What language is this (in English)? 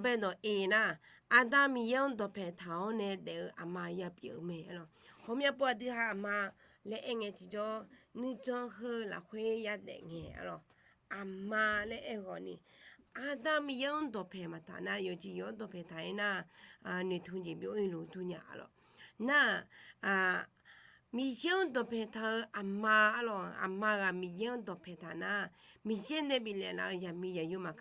Akha